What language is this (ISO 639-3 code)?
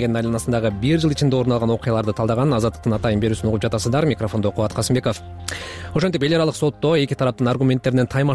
kir